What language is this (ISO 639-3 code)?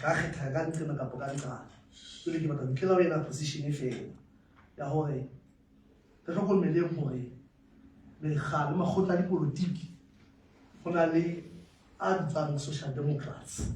sot